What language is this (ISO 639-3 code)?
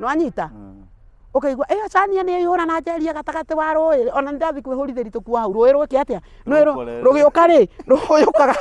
kik